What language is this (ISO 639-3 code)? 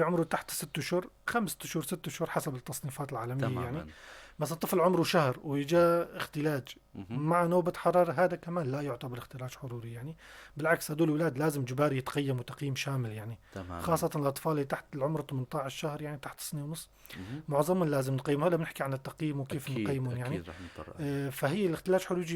apc